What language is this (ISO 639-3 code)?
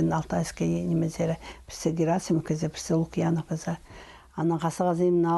kjh